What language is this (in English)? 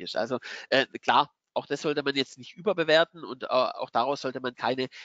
German